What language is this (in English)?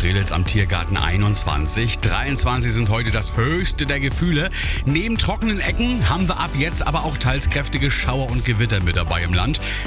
German